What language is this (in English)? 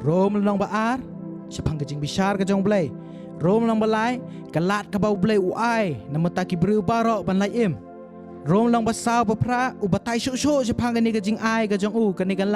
Khasi